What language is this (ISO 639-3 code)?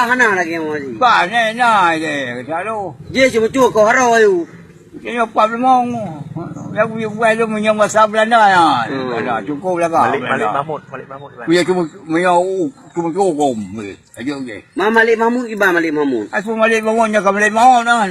ace